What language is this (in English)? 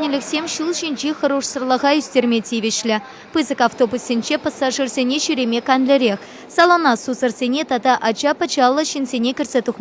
Chuvash